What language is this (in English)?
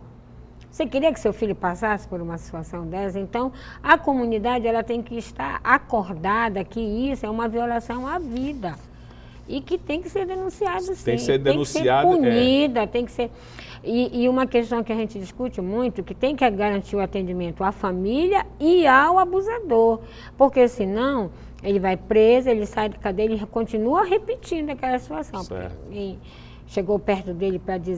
Portuguese